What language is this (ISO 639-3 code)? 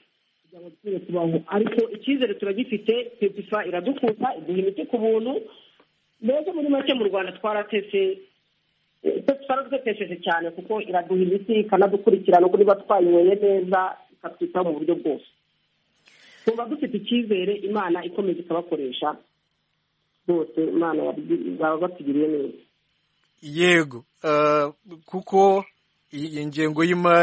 kin